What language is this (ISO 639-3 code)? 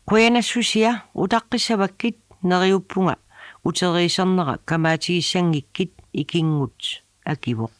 kal